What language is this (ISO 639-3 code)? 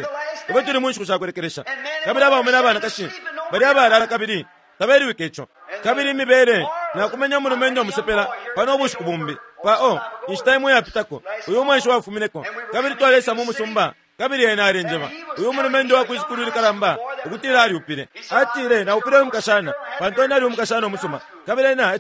bem